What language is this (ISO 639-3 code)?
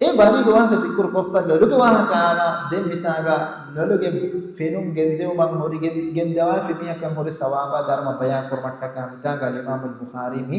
div